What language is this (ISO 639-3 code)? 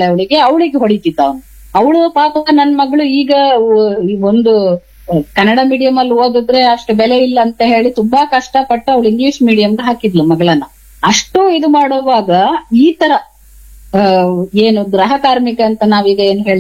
kan